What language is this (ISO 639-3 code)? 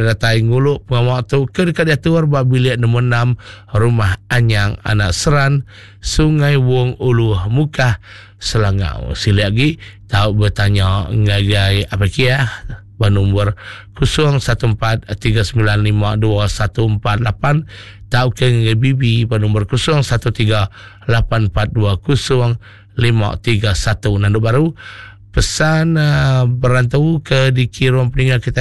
iba